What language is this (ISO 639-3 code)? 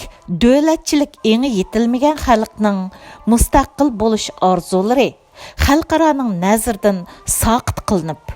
uig